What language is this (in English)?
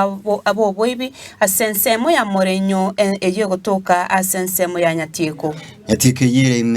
Gusii